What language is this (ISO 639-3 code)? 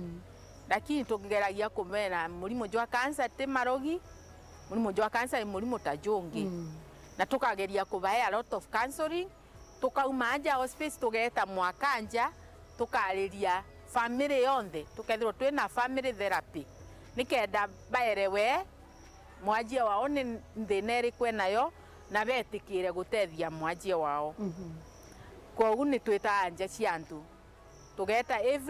mer